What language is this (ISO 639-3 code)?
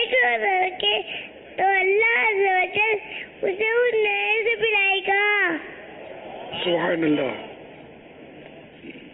urd